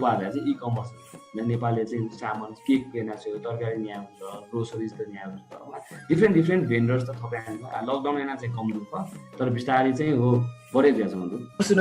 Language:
Newari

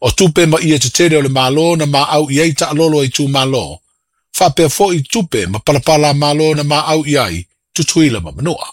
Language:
Samoan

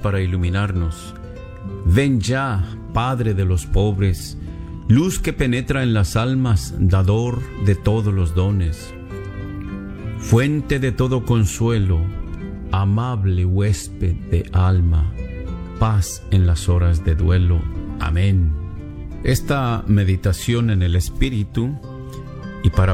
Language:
Spanish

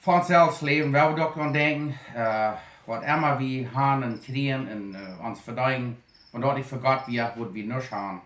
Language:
Plautdietsch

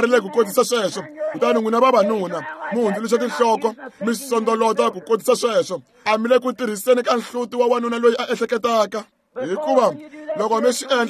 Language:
Tsonga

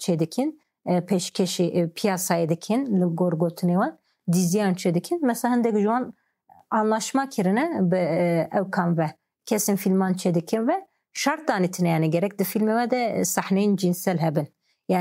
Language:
Kurdish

